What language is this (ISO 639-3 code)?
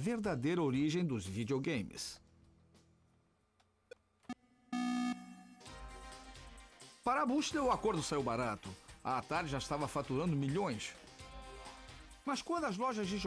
por